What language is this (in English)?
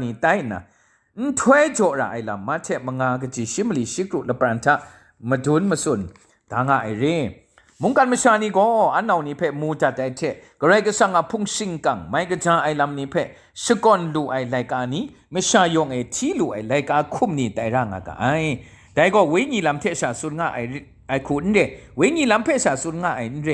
Kachin